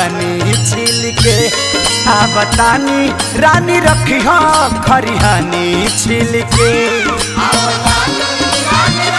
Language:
Bhojpuri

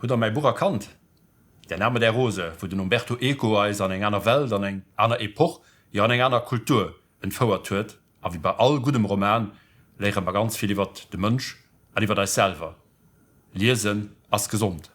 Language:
Luxembourgish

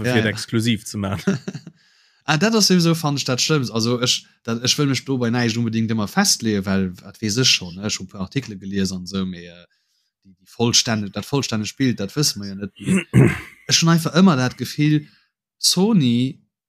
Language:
Luxembourgish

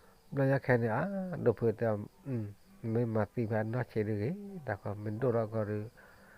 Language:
S'gaw Karen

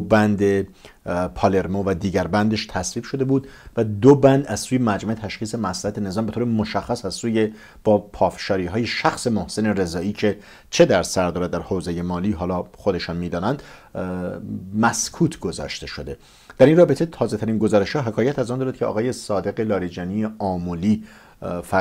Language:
Persian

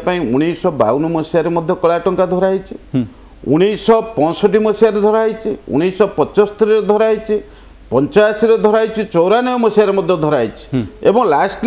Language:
Odia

